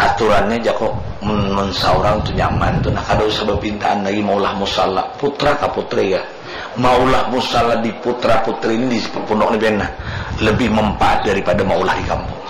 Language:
Banjar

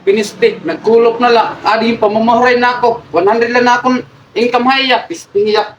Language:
Waray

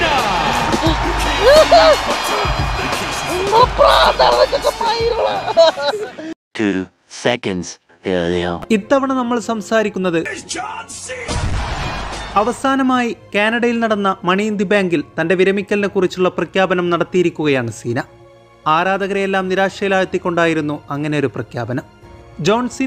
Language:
Malayalam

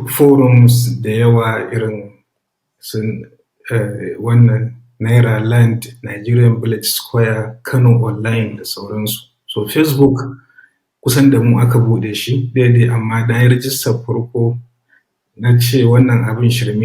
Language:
Hausa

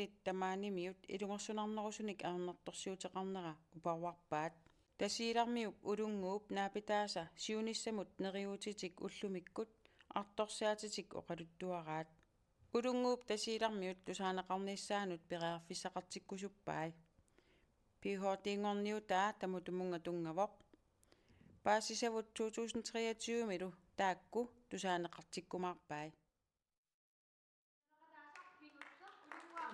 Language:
Kalaallisut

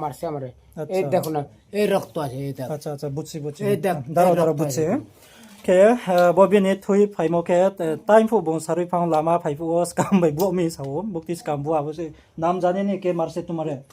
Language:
Riang (India)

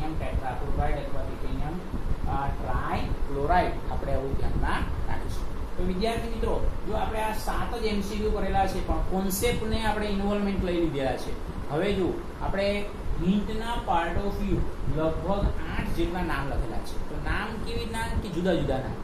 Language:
Gujarati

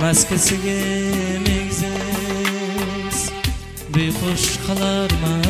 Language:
Kara-Kalpak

